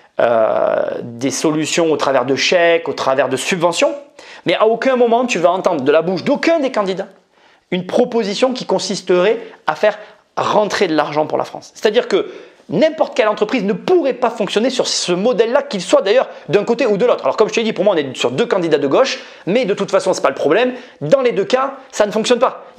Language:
French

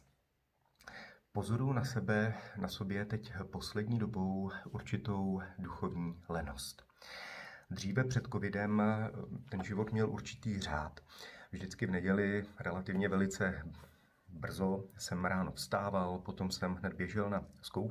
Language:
Czech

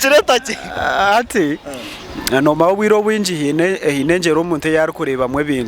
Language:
Nyankole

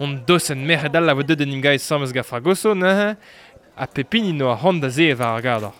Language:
Breton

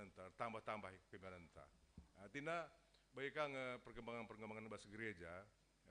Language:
Batak Karo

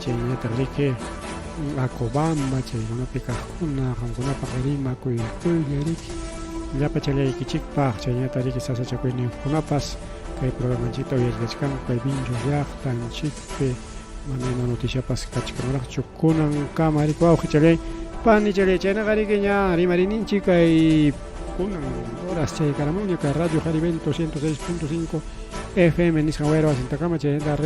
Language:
Ayacucho Quechua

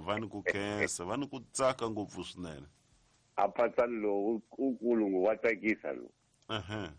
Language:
Tsonga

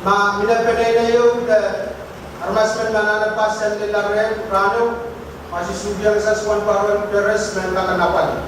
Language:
Pohnpeian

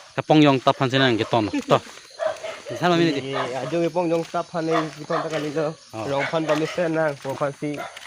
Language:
Karbi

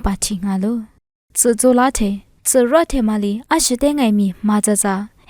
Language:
Lisu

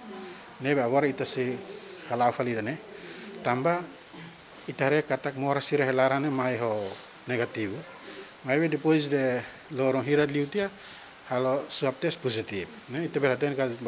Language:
Tetum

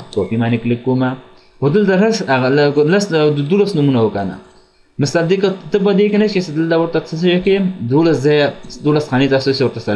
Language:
Pashto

